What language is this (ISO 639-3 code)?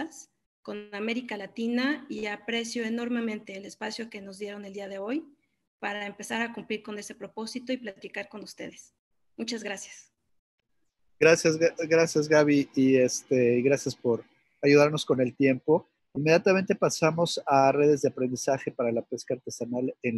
spa